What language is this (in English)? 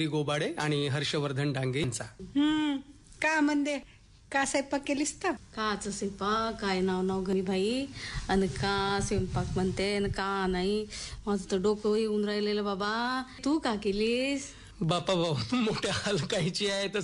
Marathi